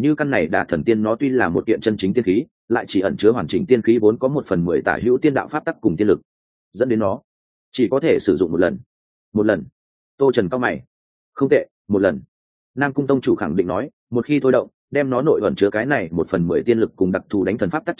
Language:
Vietnamese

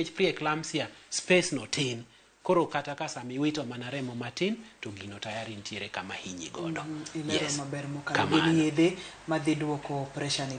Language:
Luo (Kenya and Tanzania)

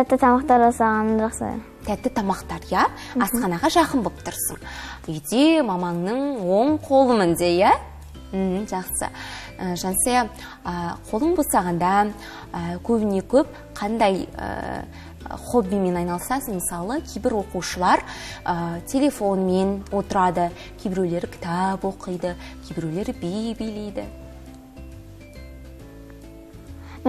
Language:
Kazakh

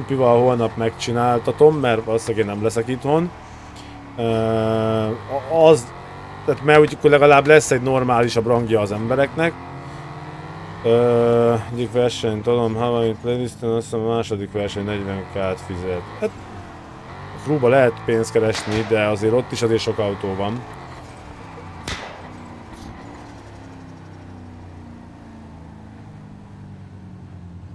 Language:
Hungarian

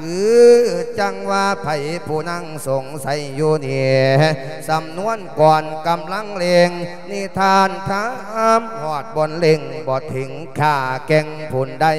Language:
Lao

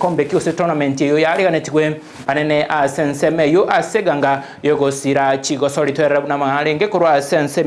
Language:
Gusii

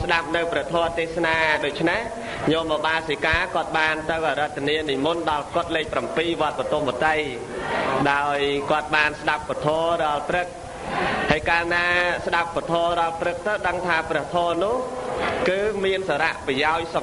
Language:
Khmer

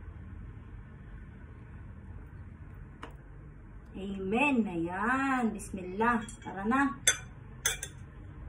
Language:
Filipino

